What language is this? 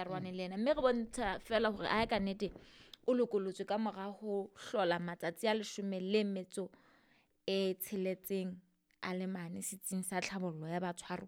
Southern Sotho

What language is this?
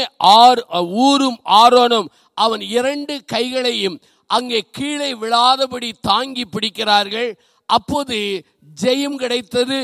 Tamil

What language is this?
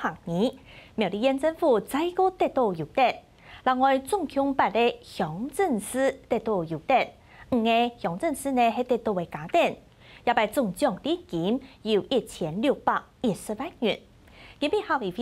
Hakka Chinese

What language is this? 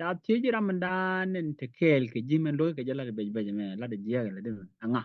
Nuer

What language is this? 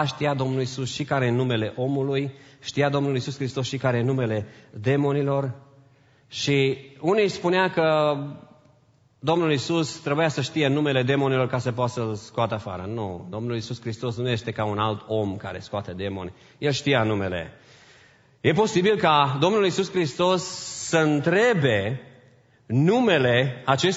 Romanian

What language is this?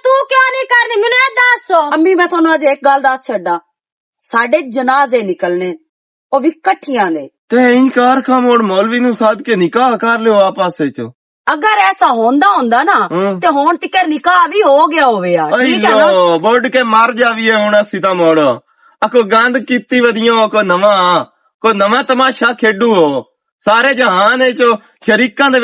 Western Panjabi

